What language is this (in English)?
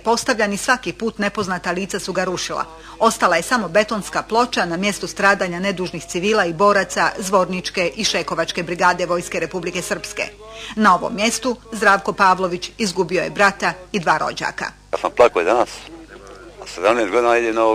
Bosnian